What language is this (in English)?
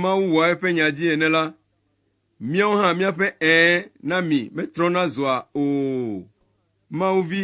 Ewe